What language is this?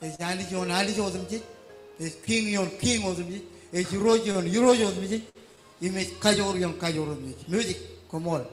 Marshallese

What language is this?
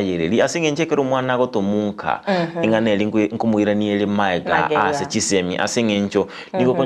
Gusii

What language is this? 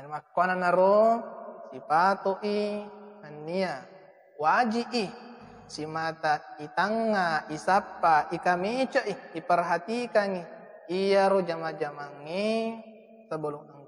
Buginese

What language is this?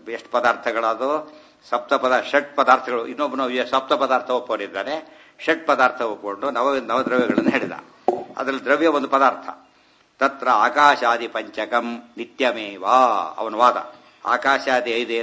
Kannada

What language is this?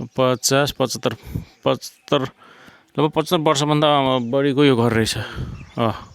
Nepali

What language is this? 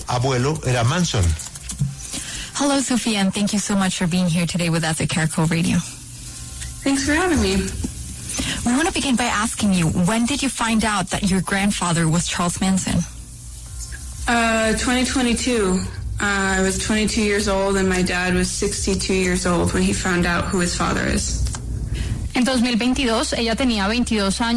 Spanish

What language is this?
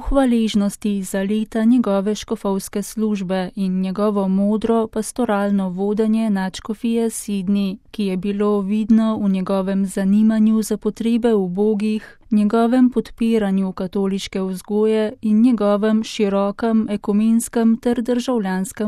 Slovenian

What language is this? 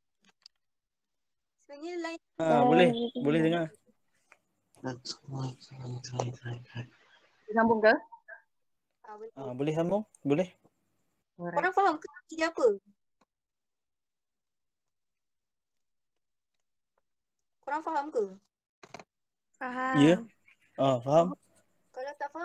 Malay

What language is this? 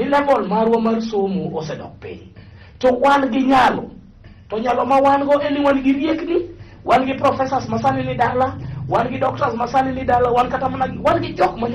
Luo (Kenya and Tanzania)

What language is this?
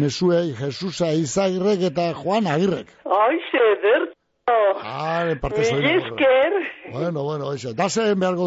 Basque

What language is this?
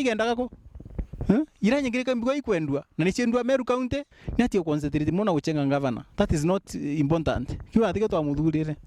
Meru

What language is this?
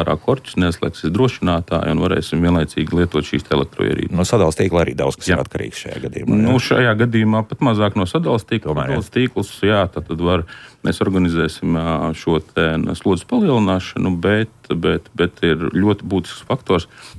Latvian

